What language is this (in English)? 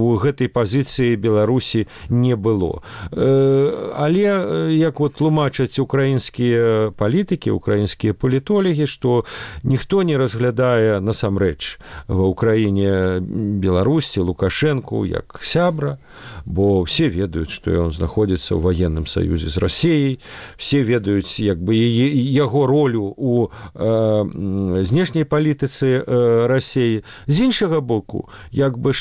Belarusian